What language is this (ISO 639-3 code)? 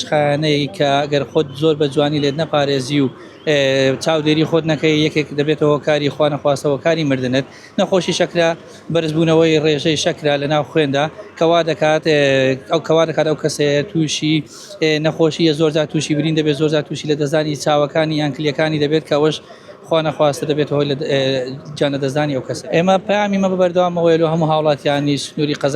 ckb